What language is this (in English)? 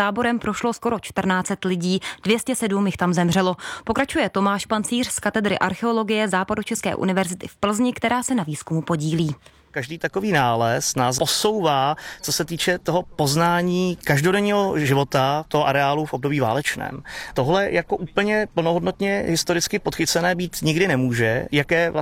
Czech